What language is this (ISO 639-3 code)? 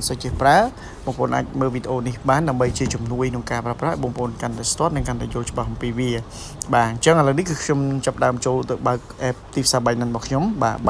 khm